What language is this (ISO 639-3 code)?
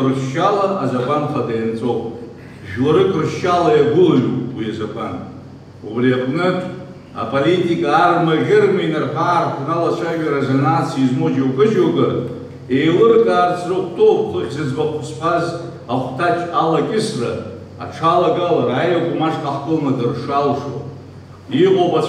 abk